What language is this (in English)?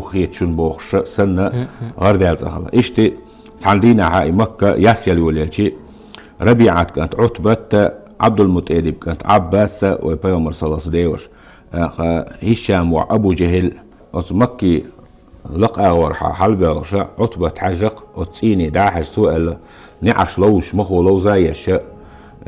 Chechen